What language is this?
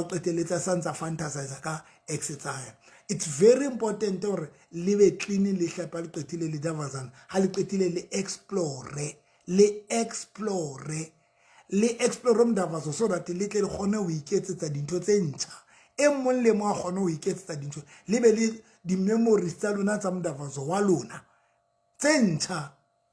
Southern Sotho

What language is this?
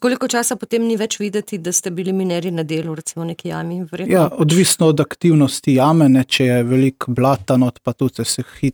Slovenian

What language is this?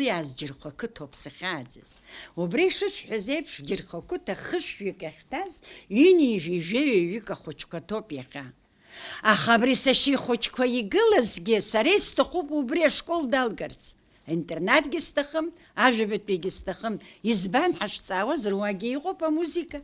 Abkhazian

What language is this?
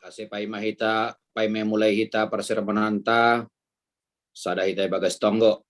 Batak Simalungun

